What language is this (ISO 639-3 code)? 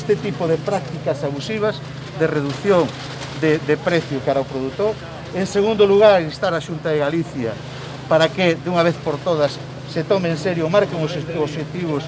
glg